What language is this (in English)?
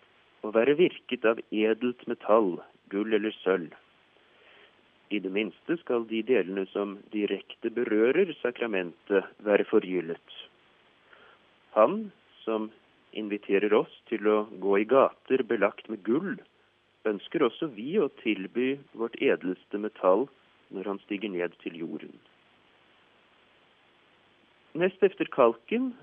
Norwegian